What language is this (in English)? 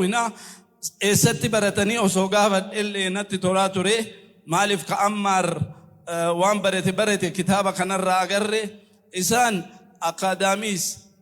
Oromo